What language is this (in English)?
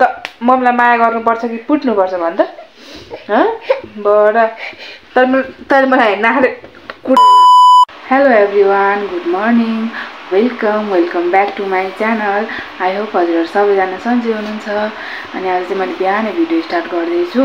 Nepali